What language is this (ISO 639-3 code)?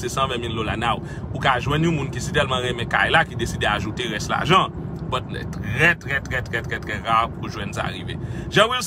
hat